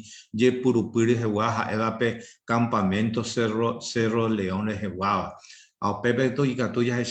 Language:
Guarani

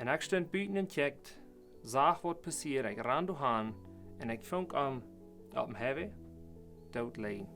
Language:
Plautdietsch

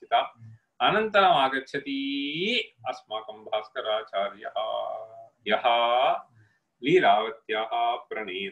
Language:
Sanskrit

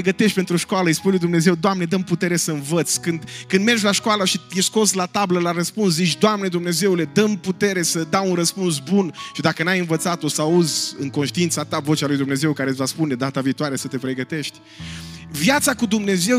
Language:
Romanian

